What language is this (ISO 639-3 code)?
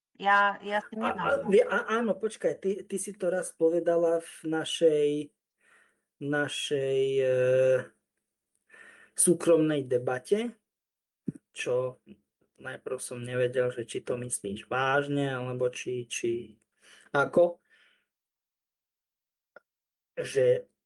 slk